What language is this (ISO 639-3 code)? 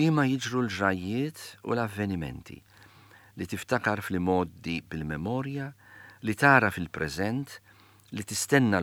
mlt